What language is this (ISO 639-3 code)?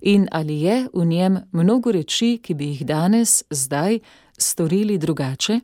slv